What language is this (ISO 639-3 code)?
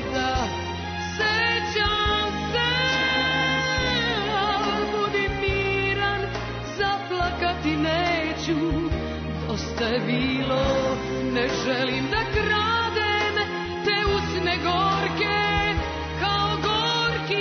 srp